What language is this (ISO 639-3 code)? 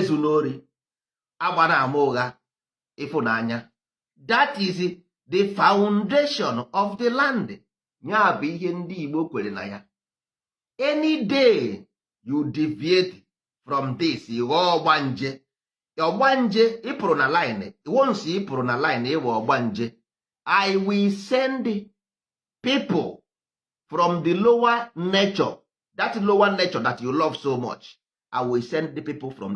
ibo